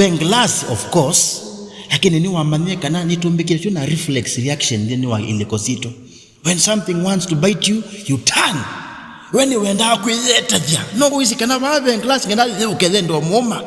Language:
Kamba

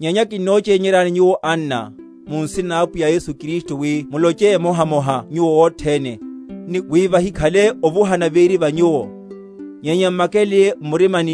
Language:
Makhuwa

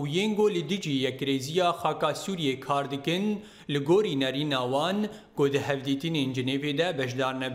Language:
Kurdish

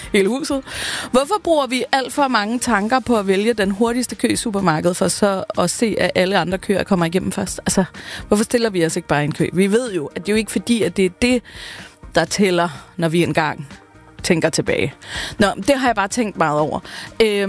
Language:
Danish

